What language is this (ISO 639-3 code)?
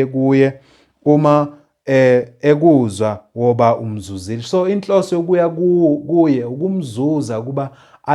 zul